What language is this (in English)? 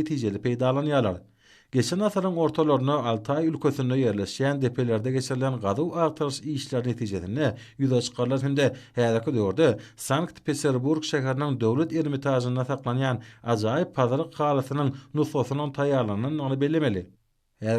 Turkmen